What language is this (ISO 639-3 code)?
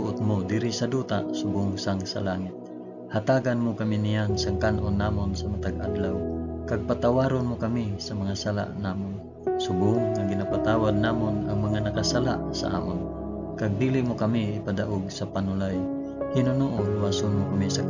hil